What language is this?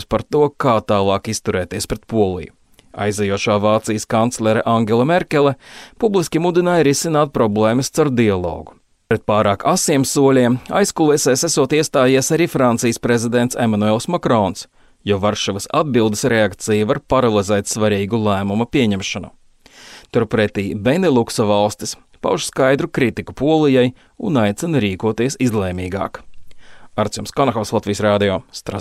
Latvian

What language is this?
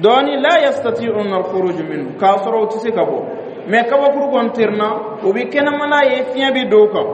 Dyula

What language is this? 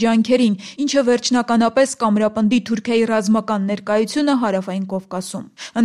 Armenian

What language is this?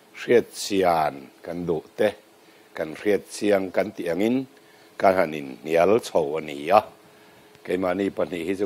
Mizo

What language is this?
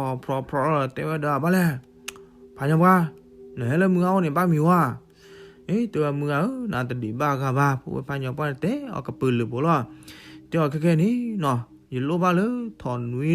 S'gaw Karen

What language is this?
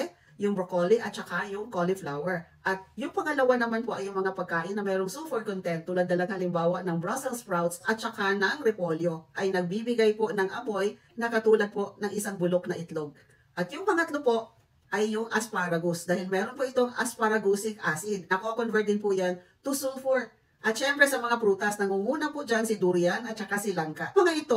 Filipino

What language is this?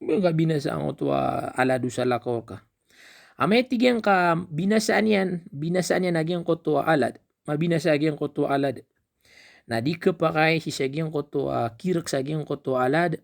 Maranao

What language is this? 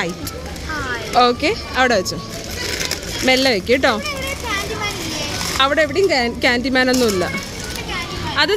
Malayalam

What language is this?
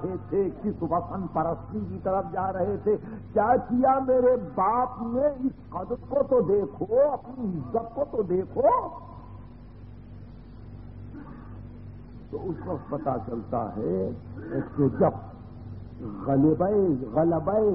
Urdu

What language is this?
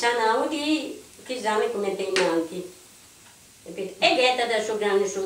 Sardinian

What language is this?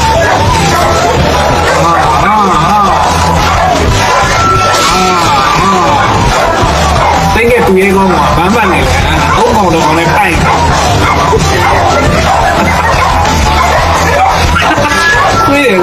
Burmese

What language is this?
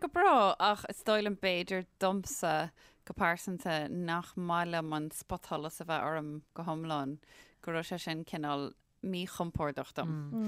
Irish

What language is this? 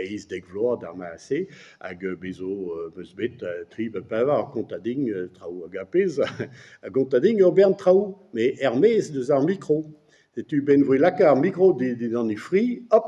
Breton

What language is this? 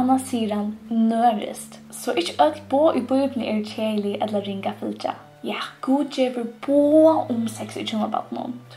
Faroese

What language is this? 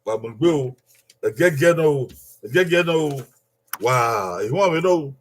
Bini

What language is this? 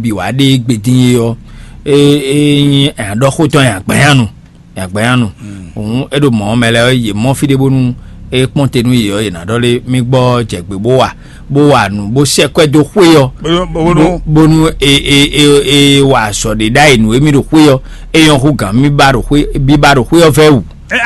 Fon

